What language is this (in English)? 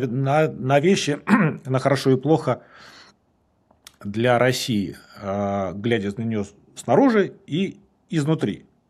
Russian